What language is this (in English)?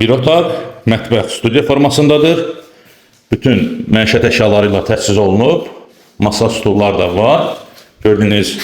Azerbaijani